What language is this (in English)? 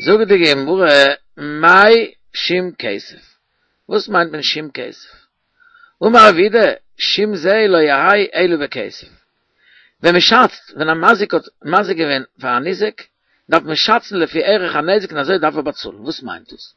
Yiddish